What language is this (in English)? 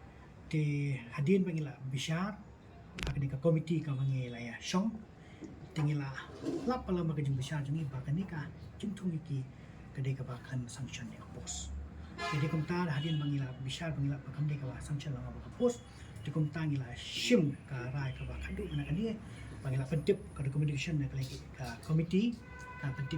Khasi